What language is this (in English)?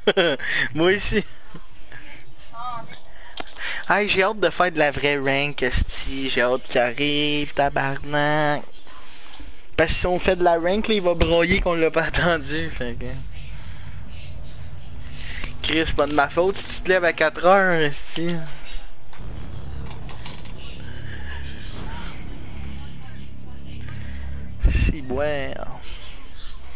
French